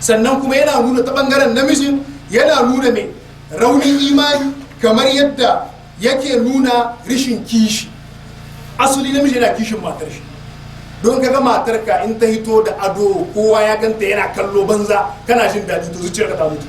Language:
Hausa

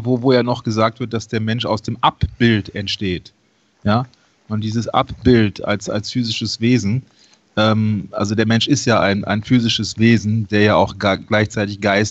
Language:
German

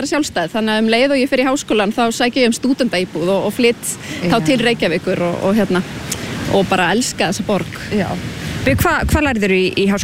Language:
Icelandic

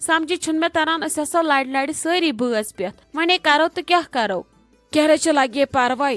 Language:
Kashmiri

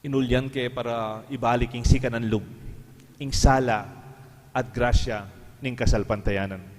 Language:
Pampanga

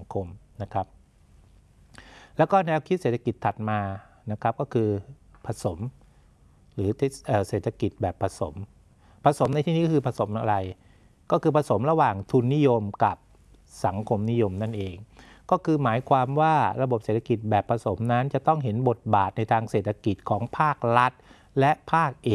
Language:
Thai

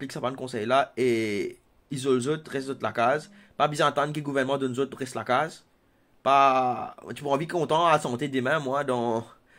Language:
Morisyen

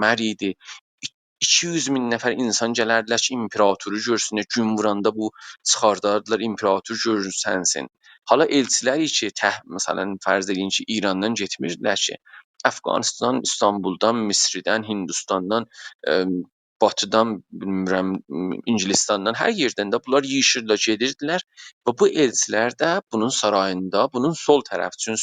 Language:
South Azerbaijani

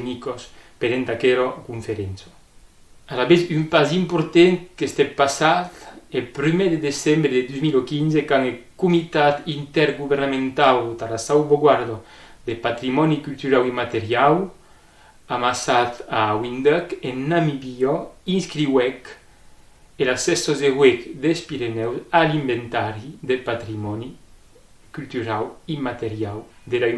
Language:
Occitan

